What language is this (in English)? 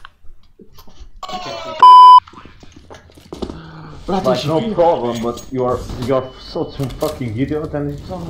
Romanian